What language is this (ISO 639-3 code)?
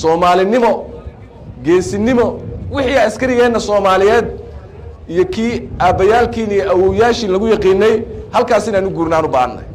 som